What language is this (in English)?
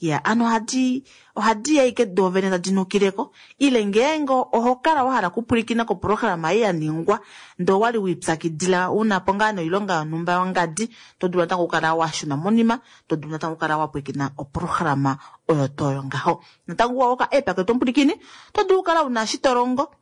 Kuanyama